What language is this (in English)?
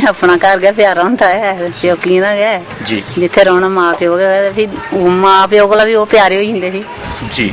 Dogri